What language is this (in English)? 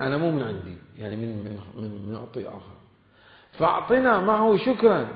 Mesopotamian Arabic